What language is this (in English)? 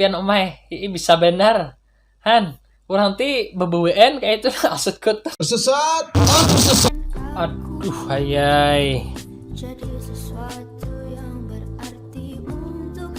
Banjar